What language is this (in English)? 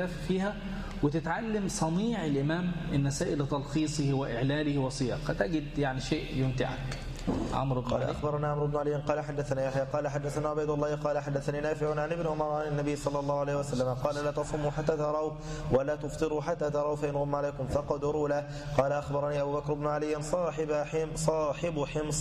Arabic